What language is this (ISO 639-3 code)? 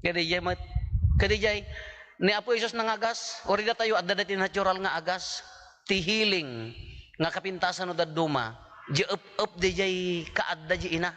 ilo